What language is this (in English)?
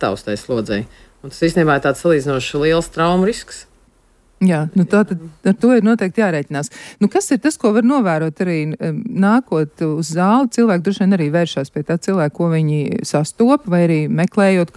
Latvian